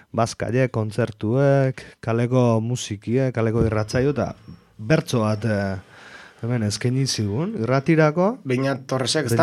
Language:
Basque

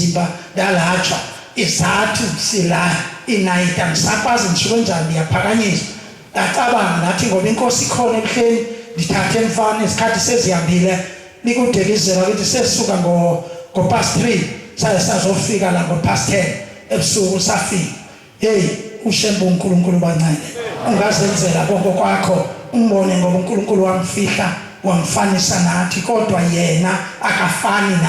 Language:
Zulu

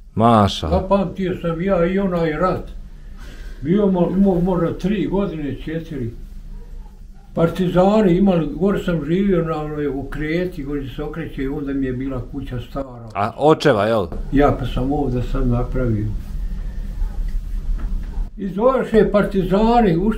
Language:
Bosnian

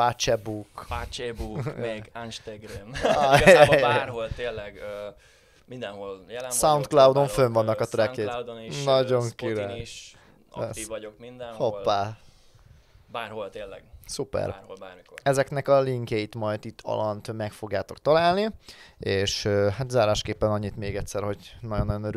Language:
Hungarian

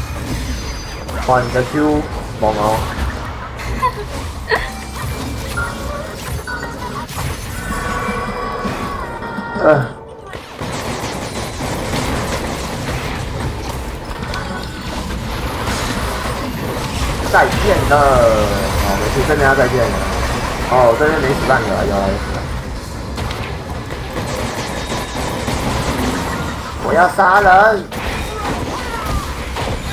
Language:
Chinese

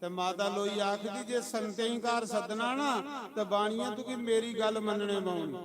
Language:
Dogri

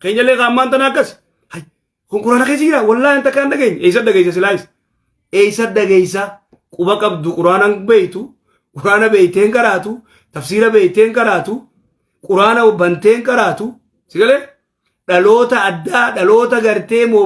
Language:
Oromo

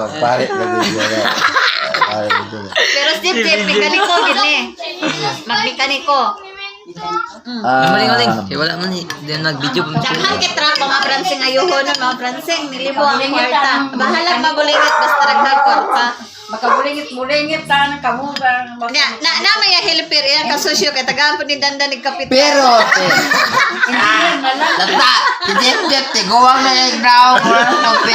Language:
Cebuano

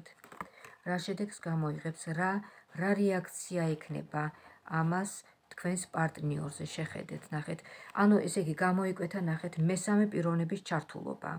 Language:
Georgian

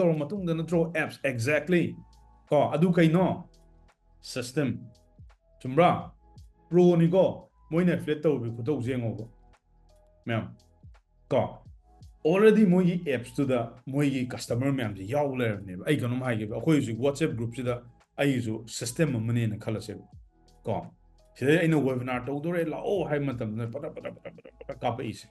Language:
Manipuri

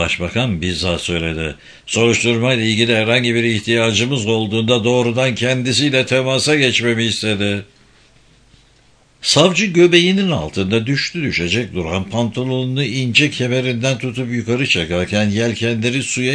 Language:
Turkish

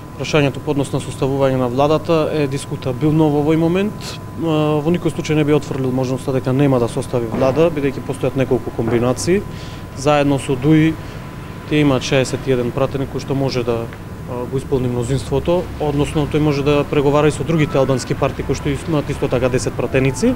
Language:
Macedonian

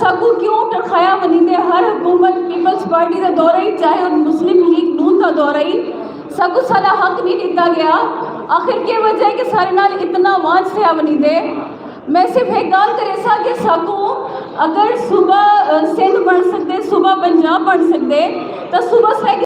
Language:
Saraiki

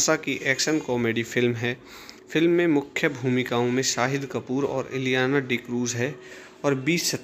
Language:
Hindi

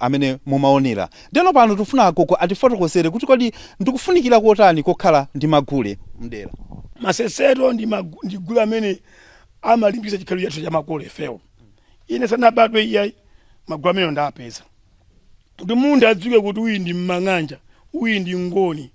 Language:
Nyanja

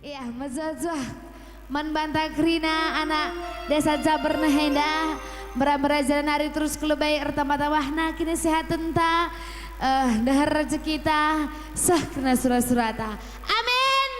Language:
Batak Karo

